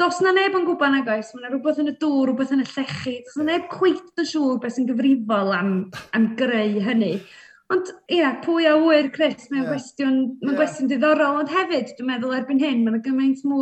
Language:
Welsh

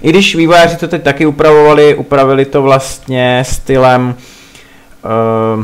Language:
Czech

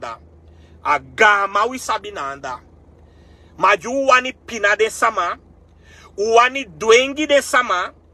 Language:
Sranan Tongo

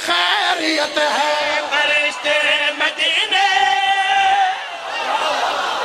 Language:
Urdu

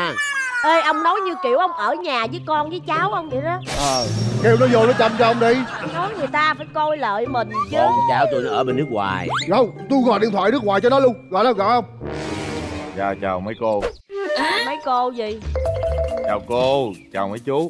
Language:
Vietnamese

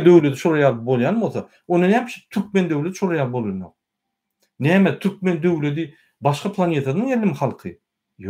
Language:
Turkmen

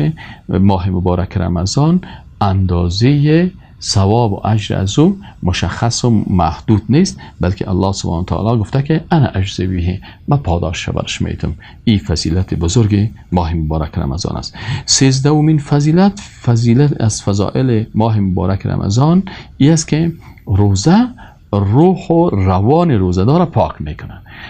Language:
Persian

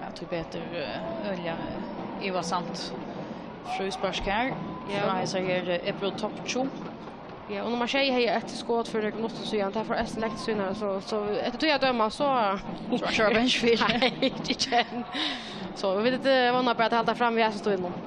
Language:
Faroese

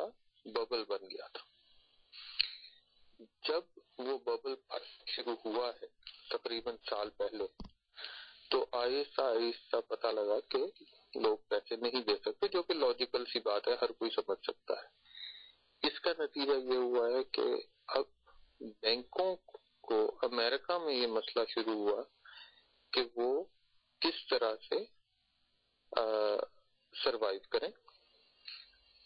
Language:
Urdu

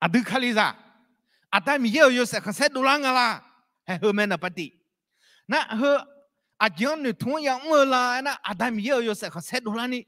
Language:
Akha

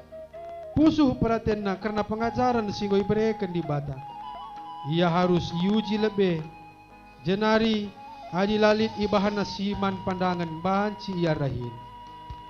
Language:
Batak Karo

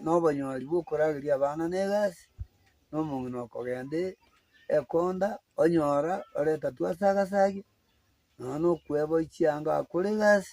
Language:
Gusii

